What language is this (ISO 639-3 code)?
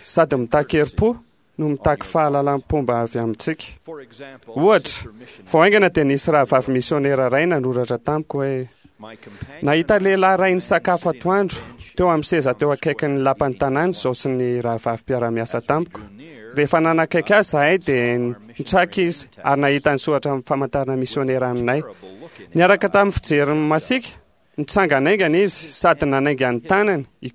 mlg